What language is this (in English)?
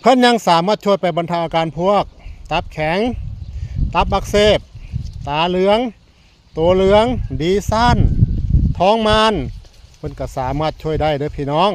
Northeastern Thai